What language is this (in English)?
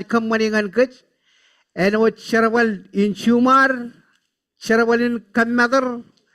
Marshallese